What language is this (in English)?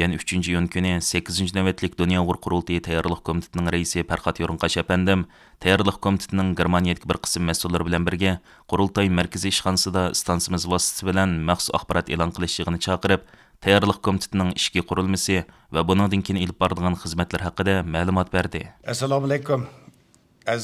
Uyghur